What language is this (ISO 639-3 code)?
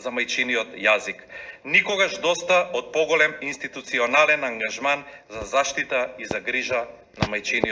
mkd